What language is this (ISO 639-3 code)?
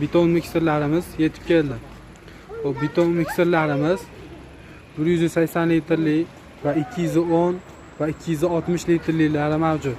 uzb